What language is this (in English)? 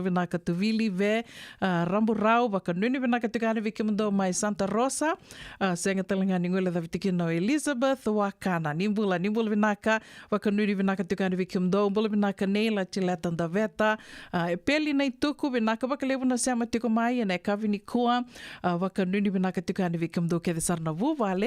Fijian